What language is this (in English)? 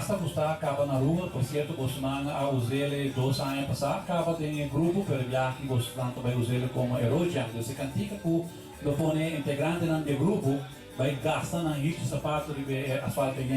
Papiamento